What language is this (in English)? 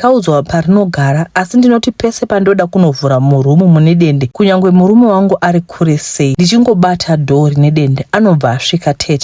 Shona